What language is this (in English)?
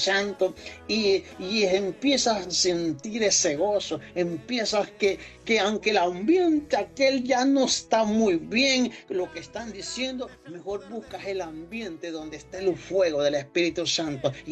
Spanish